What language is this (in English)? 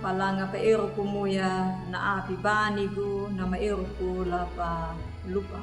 Anakalangu